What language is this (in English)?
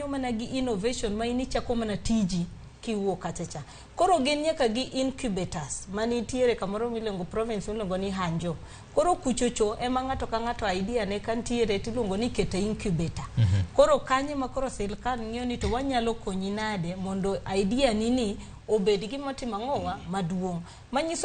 Luo (Kenya and Tanzania)